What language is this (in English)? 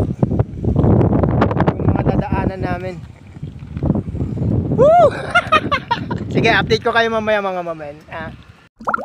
Filipino